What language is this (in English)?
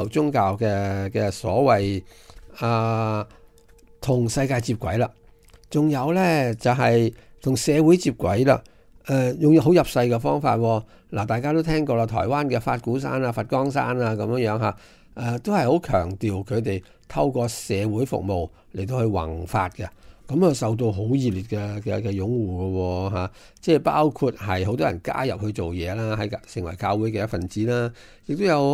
Cantonese